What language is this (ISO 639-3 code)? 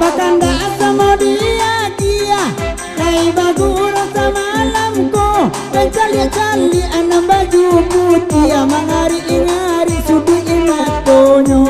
min